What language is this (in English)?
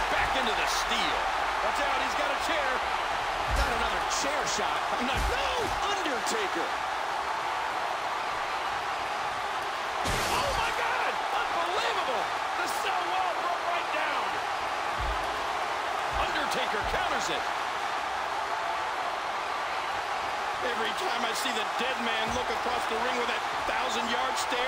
English